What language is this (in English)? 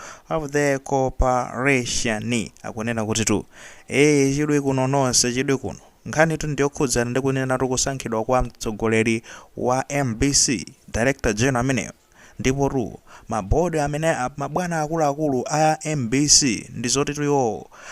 Nyanja